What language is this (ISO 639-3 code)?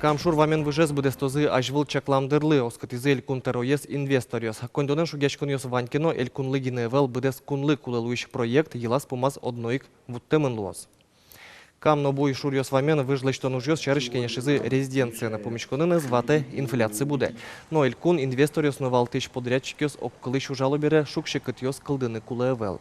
udm